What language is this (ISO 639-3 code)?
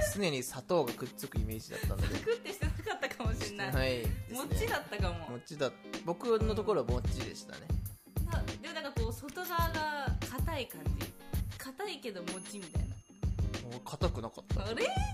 jpn